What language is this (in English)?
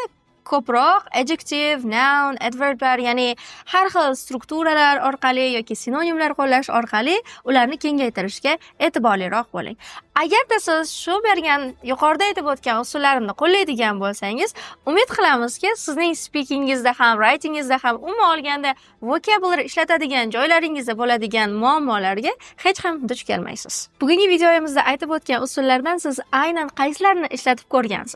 Uzbek